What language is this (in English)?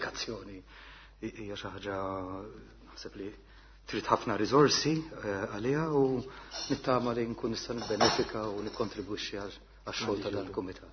Maltese